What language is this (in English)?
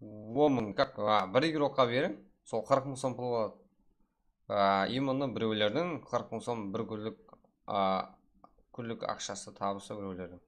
Kara-Kalpak